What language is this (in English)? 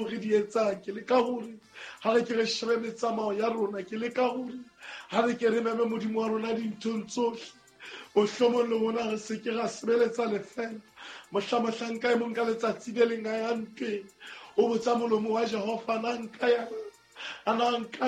Southern Sotho